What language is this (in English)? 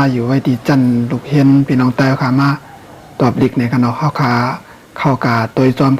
Shan